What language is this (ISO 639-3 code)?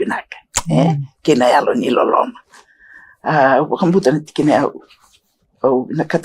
fij